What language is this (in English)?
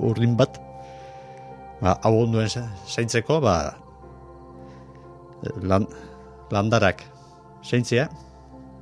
Basque